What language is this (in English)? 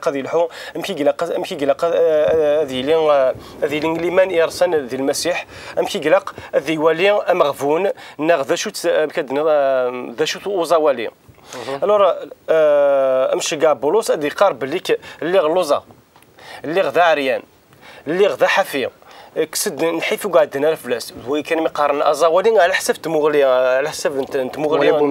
Kabyle